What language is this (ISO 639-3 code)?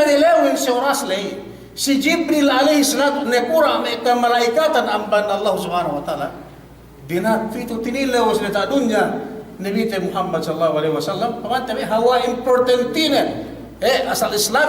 yka